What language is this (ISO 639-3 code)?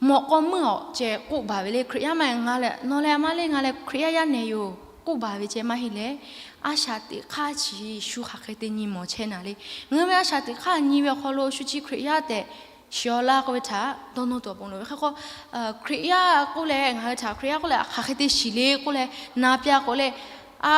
lhu